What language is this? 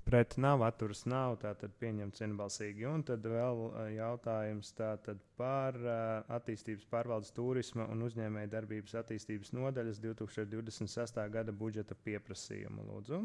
Latvian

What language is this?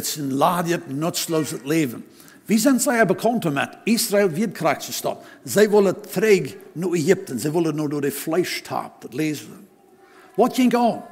Plautdietsch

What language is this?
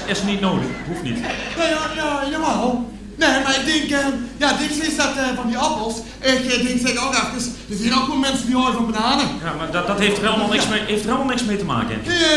Limburgish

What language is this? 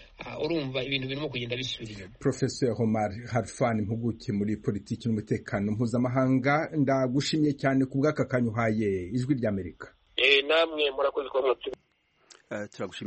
Kinyarwanda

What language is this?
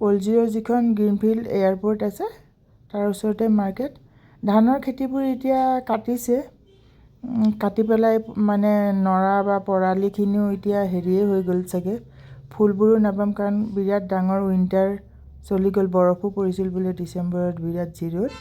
Assamese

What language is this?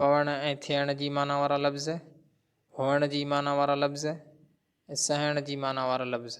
Sindhi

